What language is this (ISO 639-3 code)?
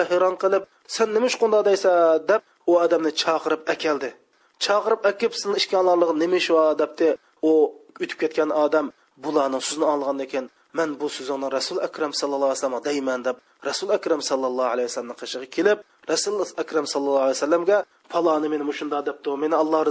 uig